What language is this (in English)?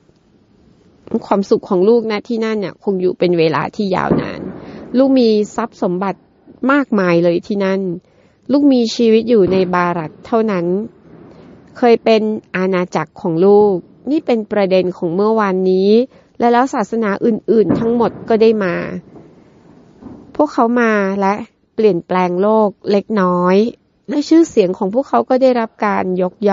Thai